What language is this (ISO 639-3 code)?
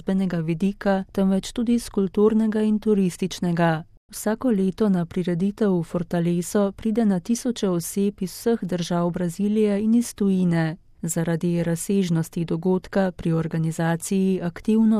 slv